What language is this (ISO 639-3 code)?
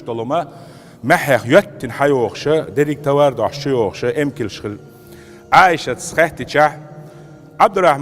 che